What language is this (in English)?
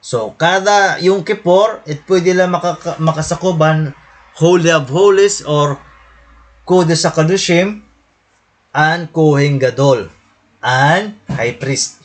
Waray